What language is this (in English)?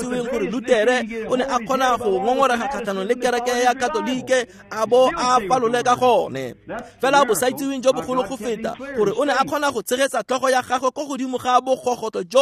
Tswana